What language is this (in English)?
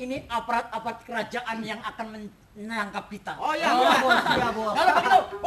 Banjar